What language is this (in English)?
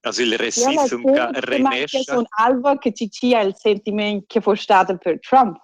Romansh